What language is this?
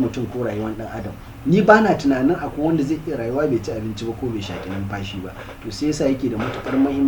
Hausa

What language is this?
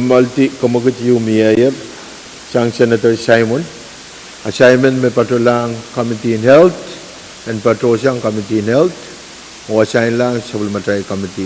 Pohnpeian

